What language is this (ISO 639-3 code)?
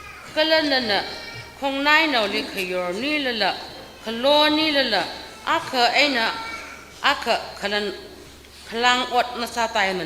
nmf